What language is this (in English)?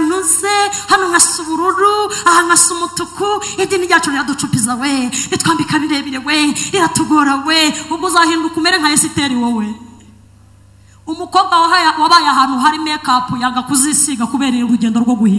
Kinyarwanda